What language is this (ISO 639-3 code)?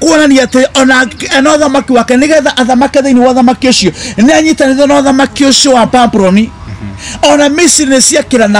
kik